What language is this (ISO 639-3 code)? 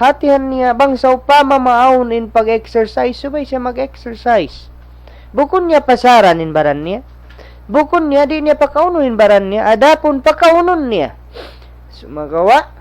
tsg